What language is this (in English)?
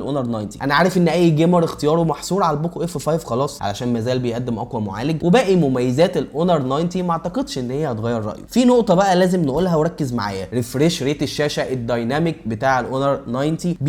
Egyptian Arabic